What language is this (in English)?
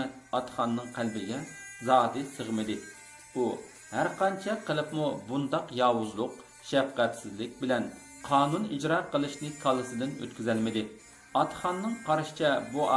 Uyghur